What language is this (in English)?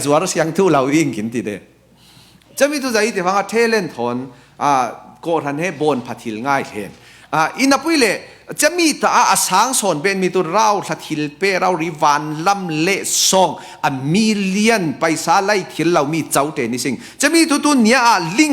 Falam Chin